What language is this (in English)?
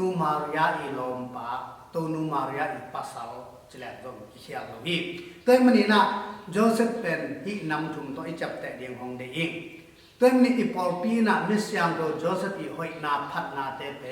Tedim Chin